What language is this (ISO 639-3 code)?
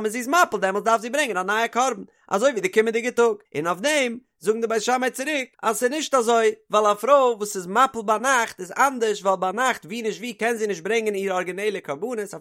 yid